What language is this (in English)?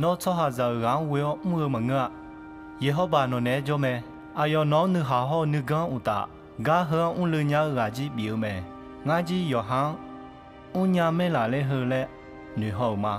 Akha